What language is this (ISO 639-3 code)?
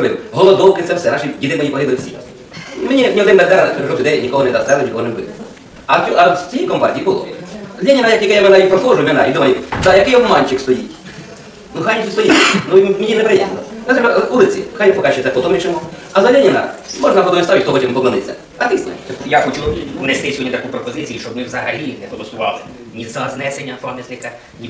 ukr